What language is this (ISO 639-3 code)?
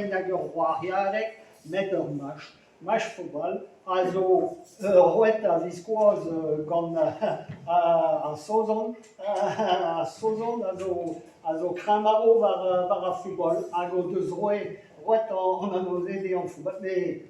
bre